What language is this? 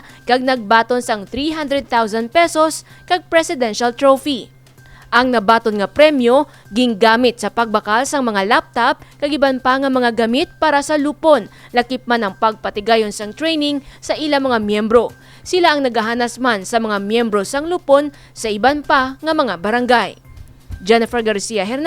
Hiligaynon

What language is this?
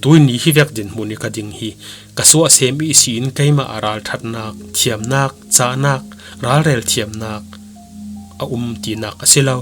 Falam Chin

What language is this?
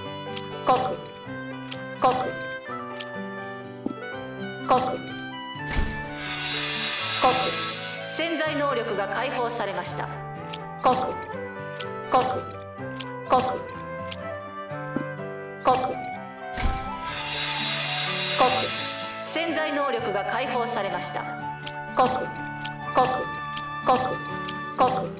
Japanese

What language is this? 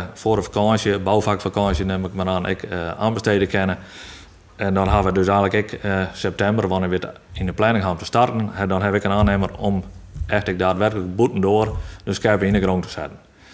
Western Frisian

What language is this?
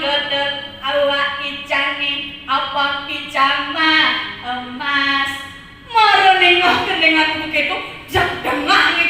Balinese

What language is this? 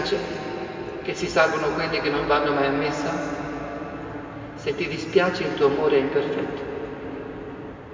Italian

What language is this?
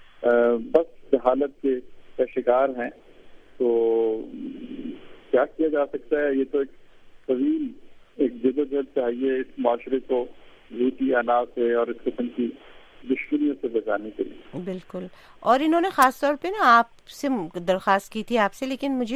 Urdu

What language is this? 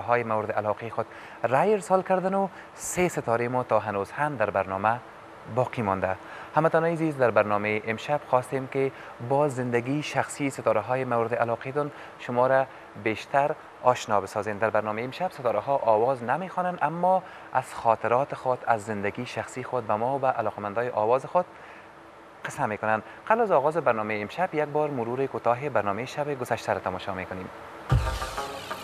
Persian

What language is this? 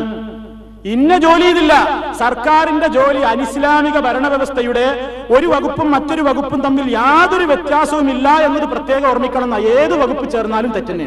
Malayalam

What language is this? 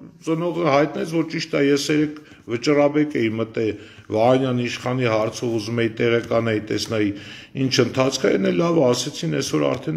Armenian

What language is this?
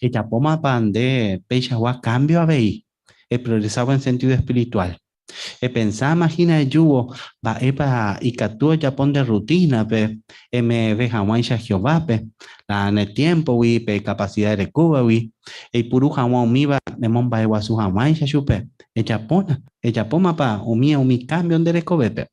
Guarani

